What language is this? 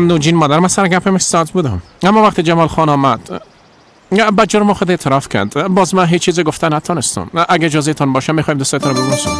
Persian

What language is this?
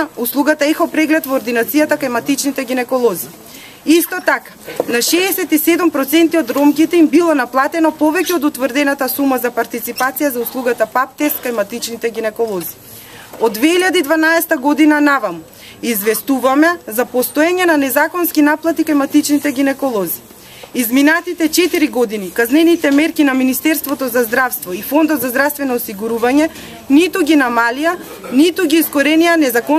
Macedonian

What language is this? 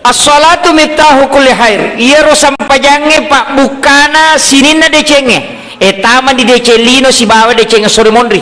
Buginese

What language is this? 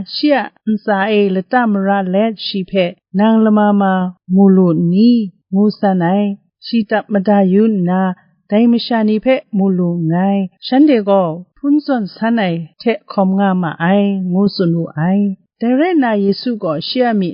Kachin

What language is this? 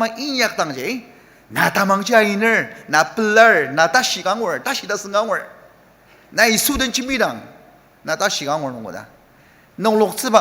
Ao Naga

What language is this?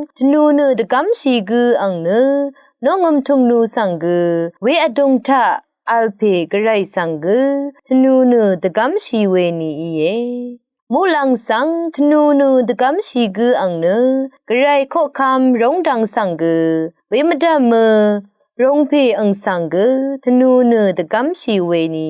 Rawang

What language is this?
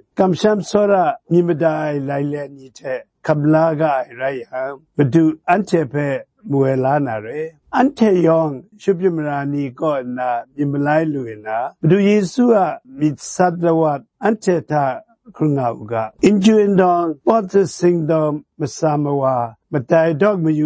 Kachin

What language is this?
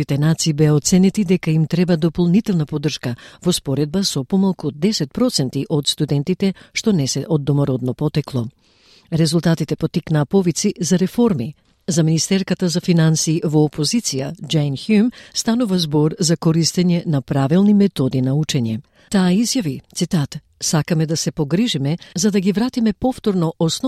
Macedonian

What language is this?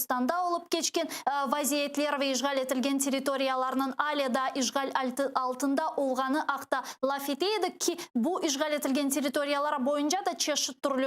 Crimean Tatar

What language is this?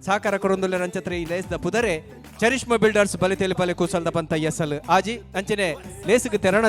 Tulu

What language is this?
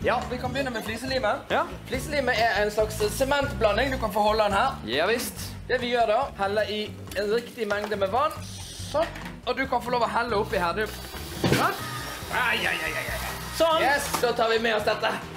Norwegian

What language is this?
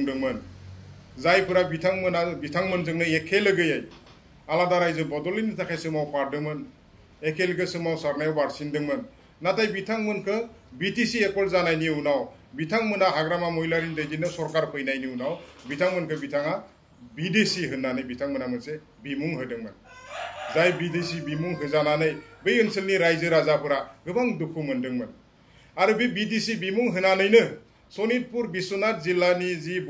Bodo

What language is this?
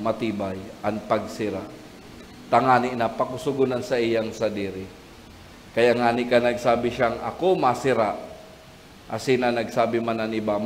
Bikol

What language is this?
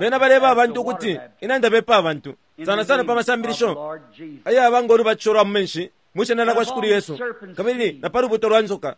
Bemba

